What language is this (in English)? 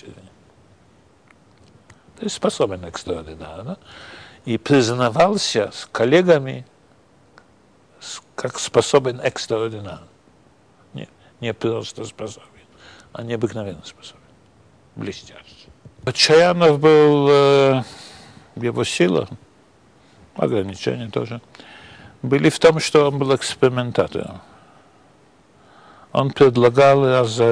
Russian